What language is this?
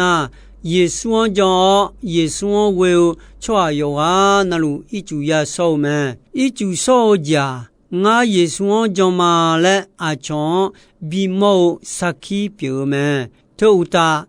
Akha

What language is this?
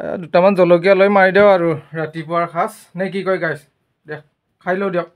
Assamese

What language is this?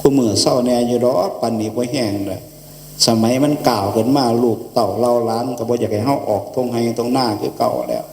Northeastern Thai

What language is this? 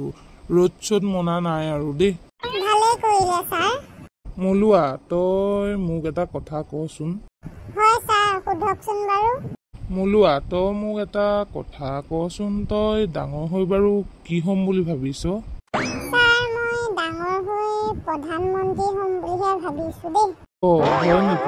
Assamese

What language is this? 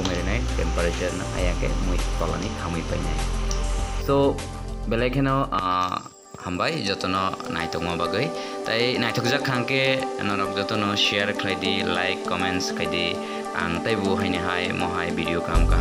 Kok Borok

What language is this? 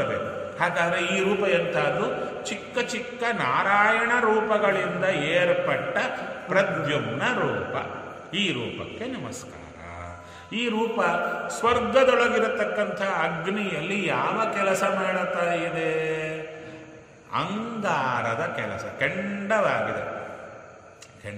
Kannada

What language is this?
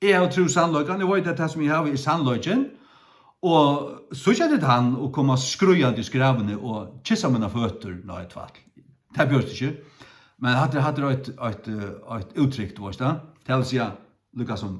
Faroese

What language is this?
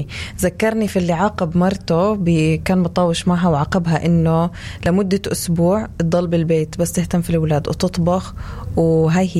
North Levantine Arabic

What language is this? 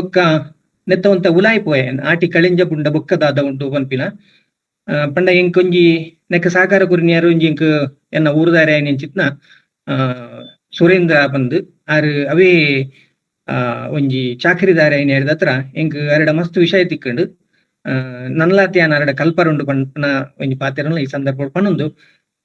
Tulu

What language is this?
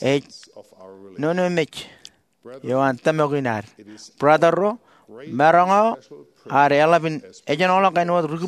Marshallese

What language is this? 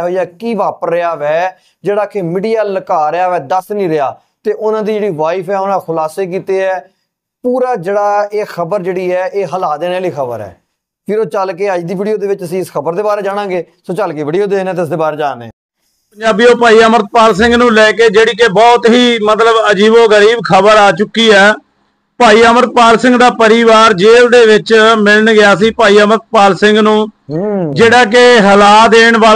Punjabi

